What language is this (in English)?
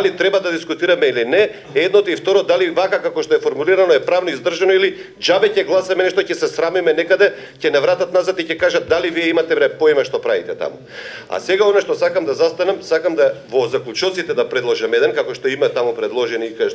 Macedonian